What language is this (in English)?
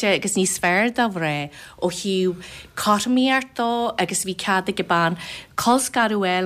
Irish